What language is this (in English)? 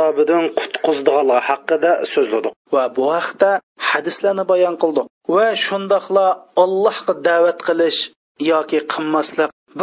Uyghur